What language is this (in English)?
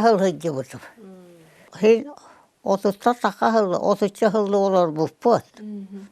Yakut